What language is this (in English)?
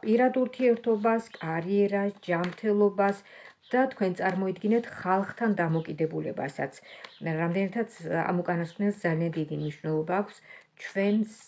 Georgian